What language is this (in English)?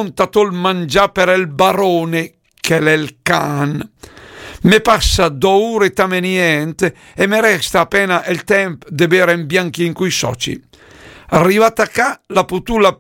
Lombard